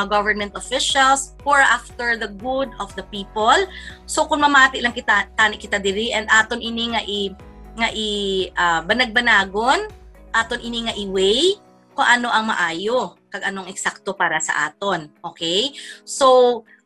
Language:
Hiligaynon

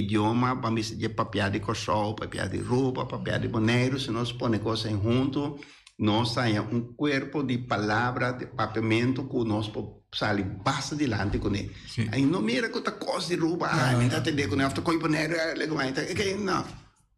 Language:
Papiamento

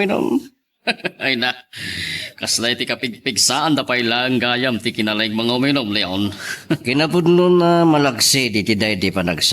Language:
Iloko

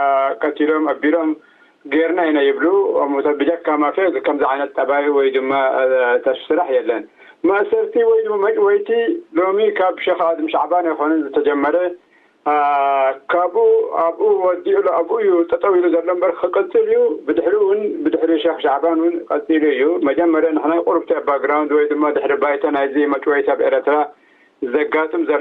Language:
Tigrinya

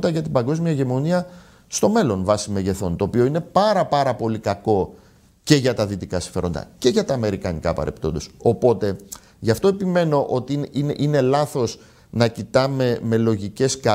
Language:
Greek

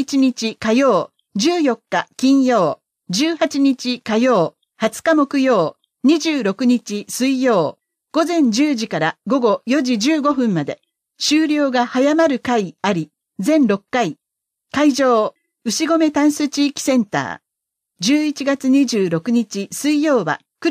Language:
Japanese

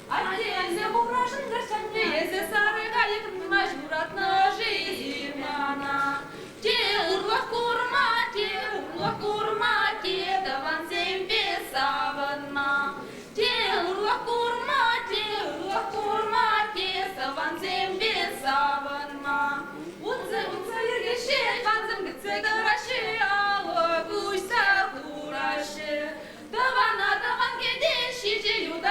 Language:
Chuvash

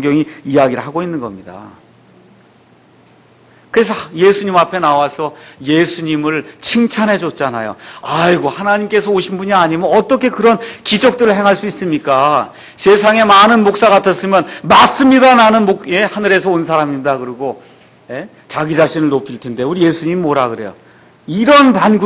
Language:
Korean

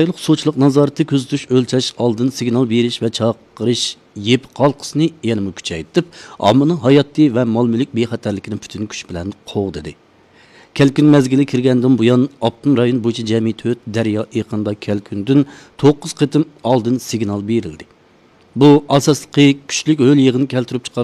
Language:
Uyghur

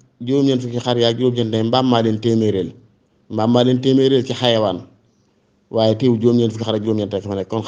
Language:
Wolof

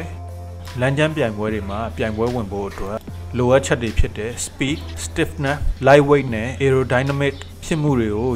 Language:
Burmese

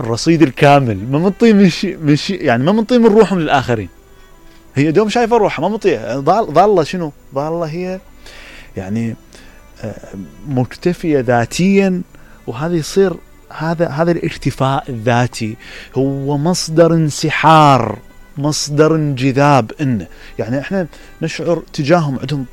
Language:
Mesopotamian Arabic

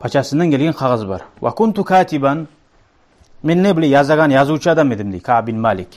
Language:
Kumyk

